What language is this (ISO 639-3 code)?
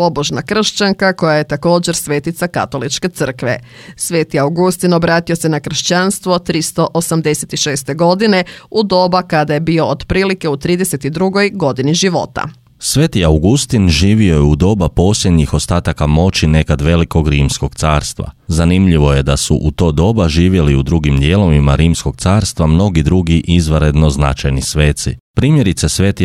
hrv